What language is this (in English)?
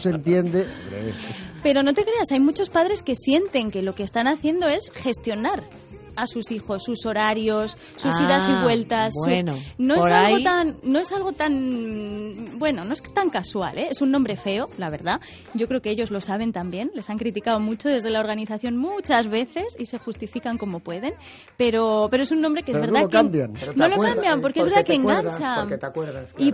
Spanish